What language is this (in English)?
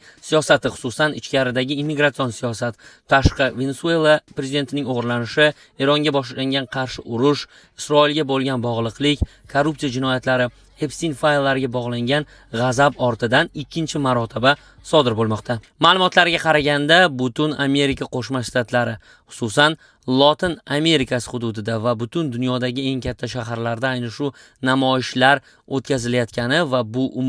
Uzbek